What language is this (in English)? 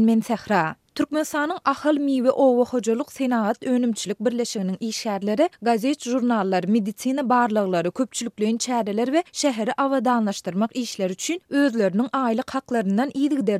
Turkmen